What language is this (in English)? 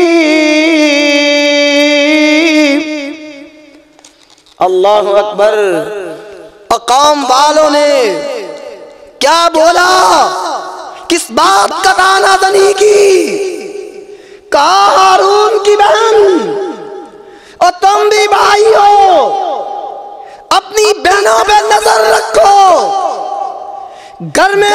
Western Panjabi